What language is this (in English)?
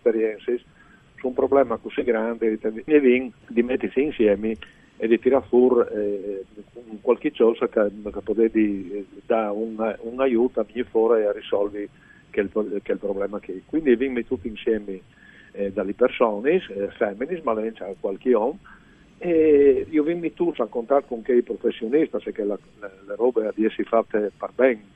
Friulian